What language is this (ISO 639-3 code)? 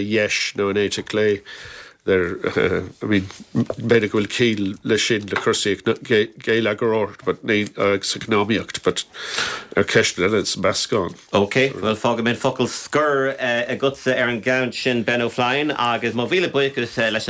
gle